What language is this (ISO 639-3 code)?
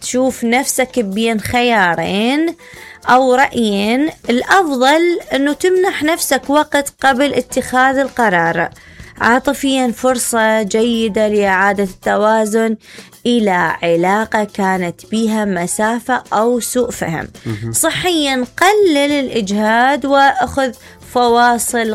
acm